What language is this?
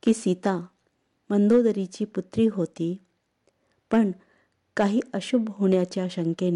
Marathi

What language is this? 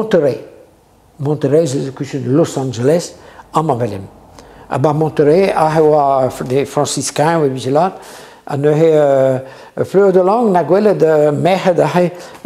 Breton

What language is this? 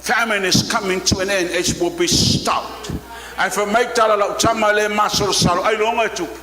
Samoan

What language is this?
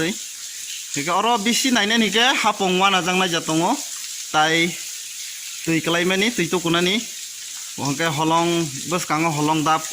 Kok Borok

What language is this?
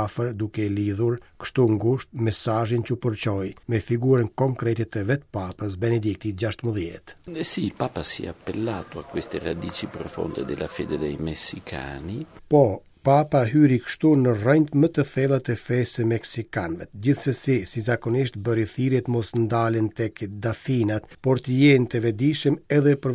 Albanian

